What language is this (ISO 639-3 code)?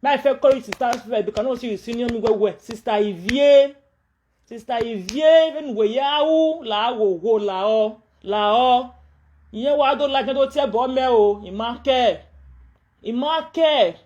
pcm